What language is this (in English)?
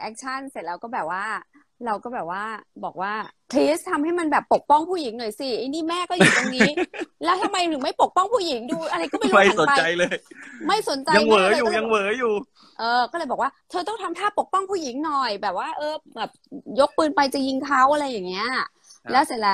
Thai